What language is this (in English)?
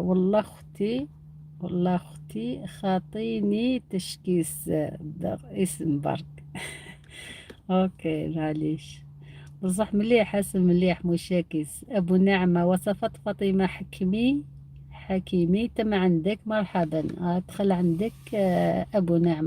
Algerian Arabic